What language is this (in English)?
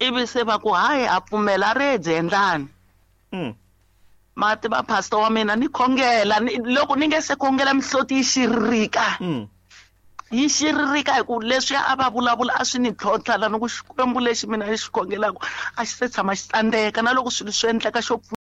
Tsonga